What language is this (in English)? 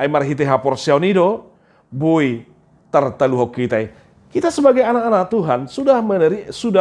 Batak Toba